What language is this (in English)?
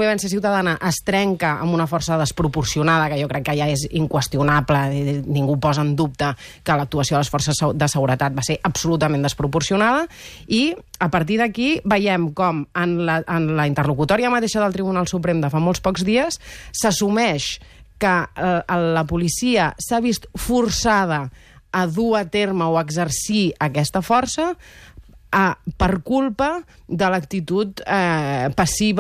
Catalan